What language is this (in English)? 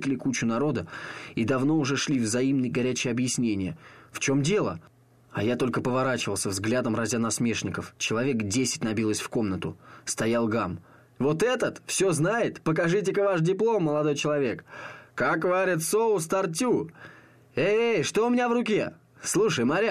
Russian